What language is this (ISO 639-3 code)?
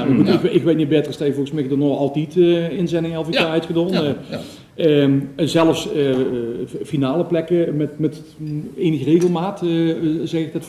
lim